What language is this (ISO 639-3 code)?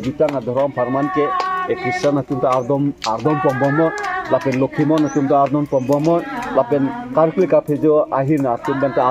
mjw